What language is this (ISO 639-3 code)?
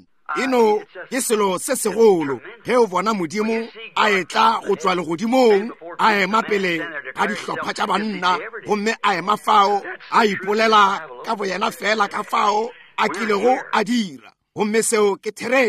nso